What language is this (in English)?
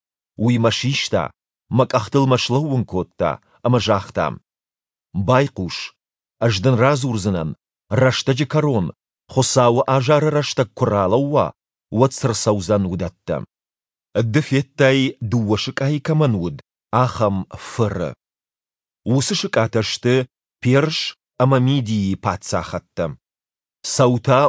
Ossetic